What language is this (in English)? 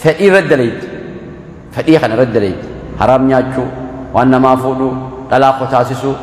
Oromo